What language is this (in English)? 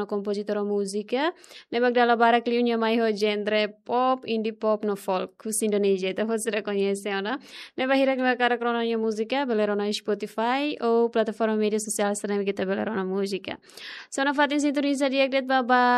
Tetum